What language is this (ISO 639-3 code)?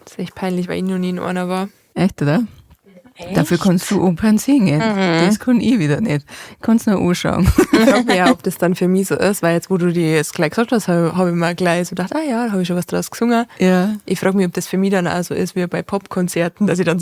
bar